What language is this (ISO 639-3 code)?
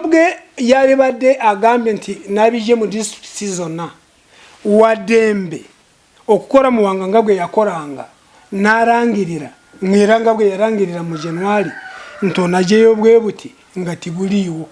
lug